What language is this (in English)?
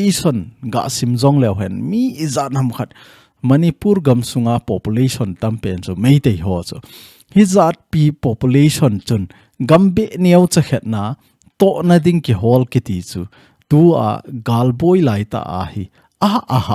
Thado Chin